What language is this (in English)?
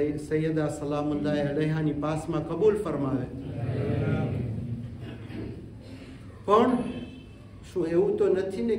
Gujarati